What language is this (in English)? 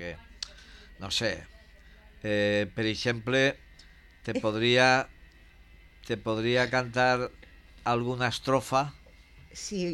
Catalan